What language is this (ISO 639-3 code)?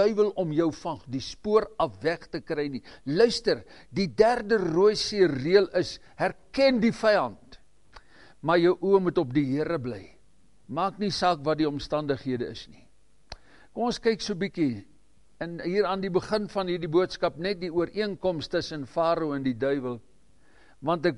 afr